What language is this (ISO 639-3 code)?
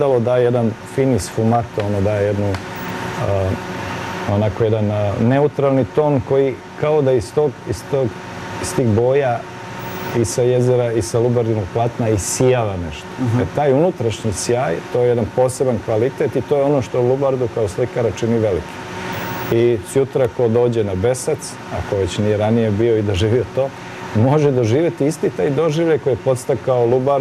srp